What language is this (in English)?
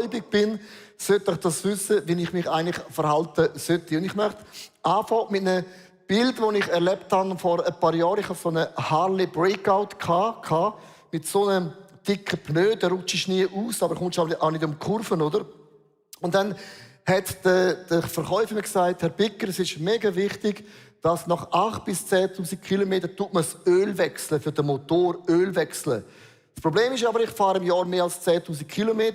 Swiss German